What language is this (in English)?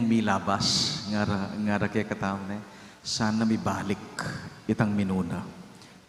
Pampanga